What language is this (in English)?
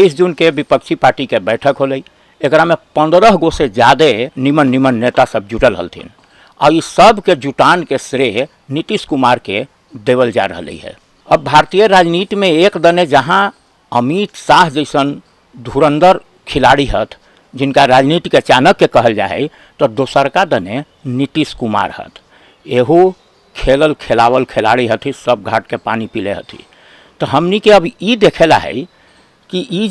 Magahi